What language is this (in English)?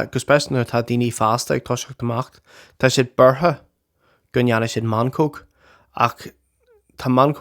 Irish